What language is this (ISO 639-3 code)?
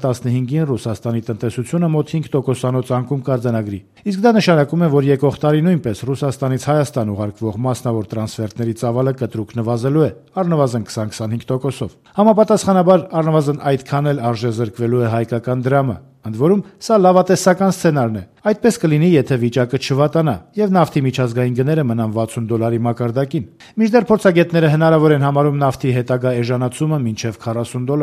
hye